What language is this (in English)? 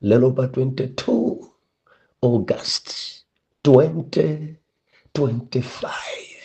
Nyanja